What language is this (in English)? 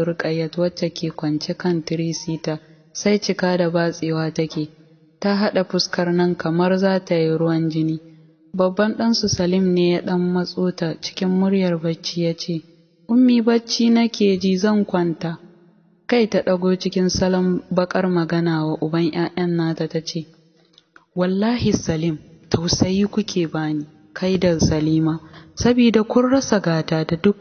Hausa